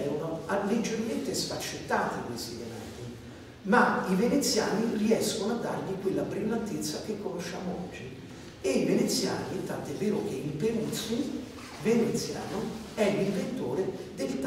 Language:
Italian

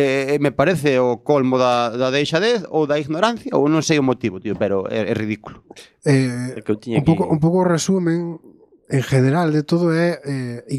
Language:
Galician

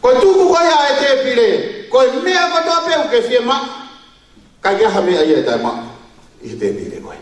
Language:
Tongan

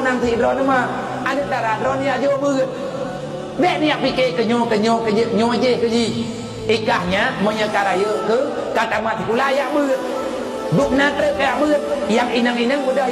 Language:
Achinese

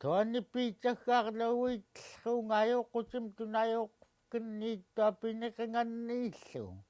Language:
Central Yupik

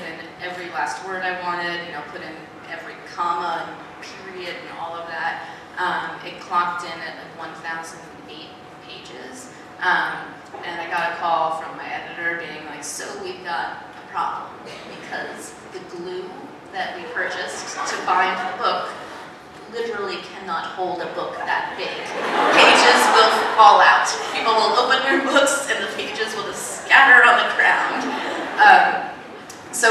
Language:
English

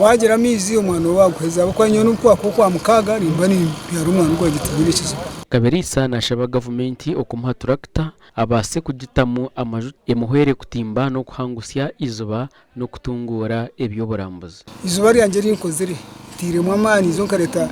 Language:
Nyankole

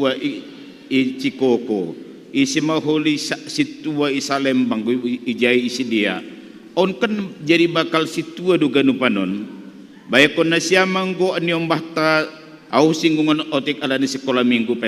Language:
Batak Simalungun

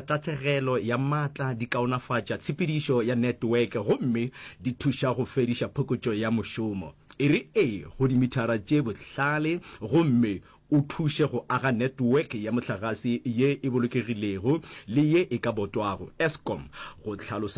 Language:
Northern Sotho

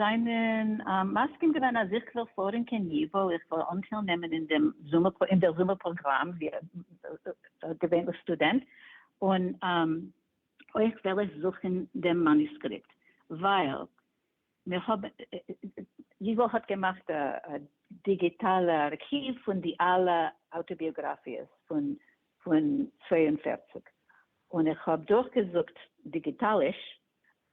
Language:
Yiddish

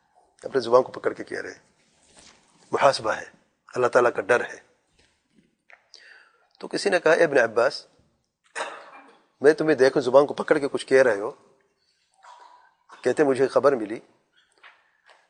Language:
Urdu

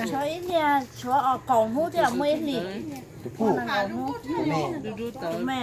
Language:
Hmong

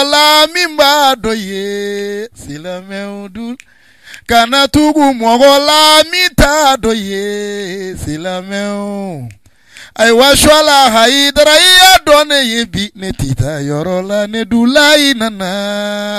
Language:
Bambara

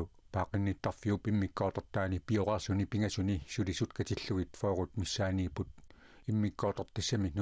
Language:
Kalaallisut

